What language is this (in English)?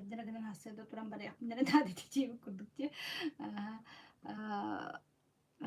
Yakut